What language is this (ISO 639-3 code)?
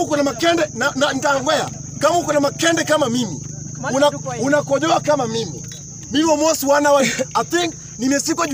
swa